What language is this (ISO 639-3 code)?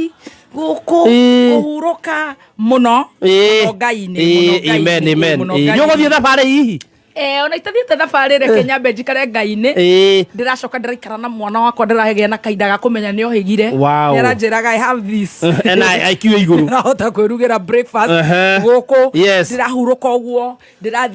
kik